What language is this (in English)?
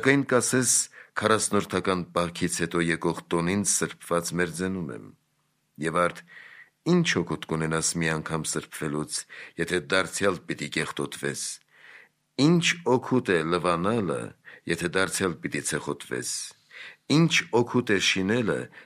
Armenian